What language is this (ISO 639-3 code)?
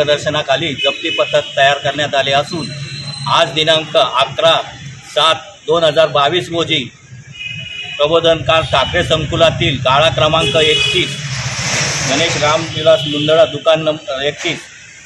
mar